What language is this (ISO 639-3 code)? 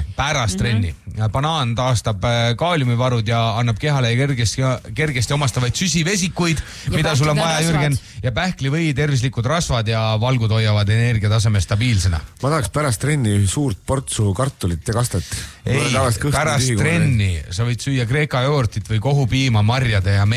est